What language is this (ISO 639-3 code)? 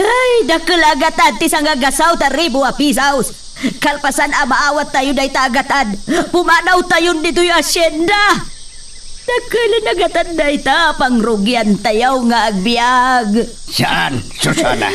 ilo